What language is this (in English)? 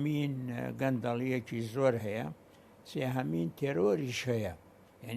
Central Kurdish